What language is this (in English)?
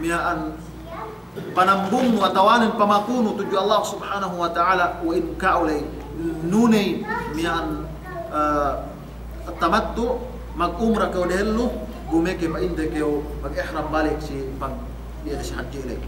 Yakan